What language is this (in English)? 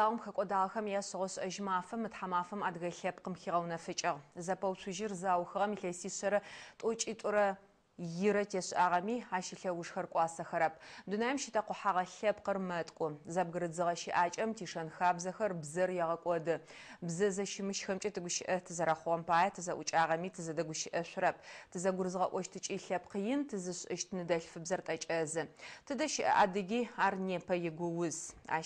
Adyghe